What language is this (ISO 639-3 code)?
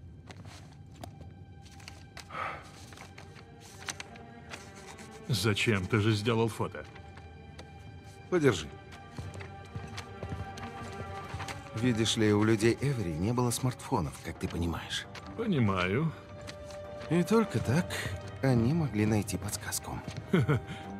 rus